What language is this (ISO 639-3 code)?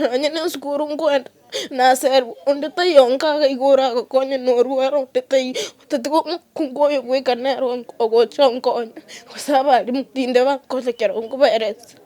guz